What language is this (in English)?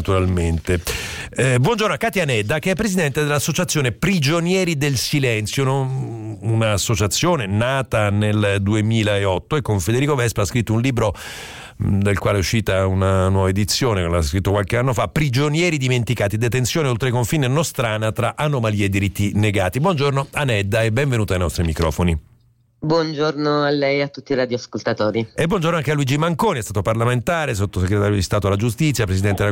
Italian